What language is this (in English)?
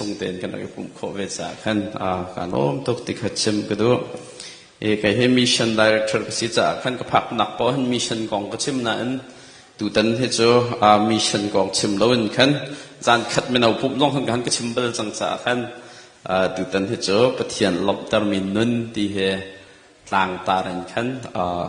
Hakha Chin